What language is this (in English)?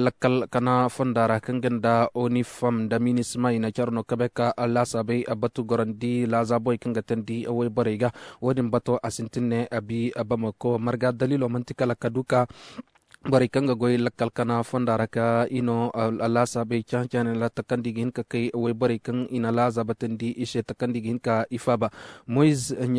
Koyraboro Senni